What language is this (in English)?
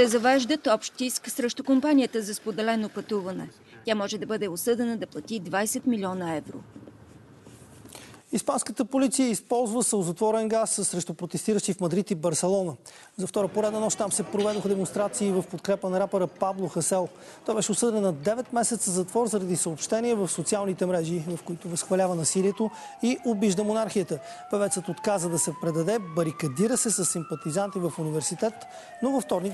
Bulgarian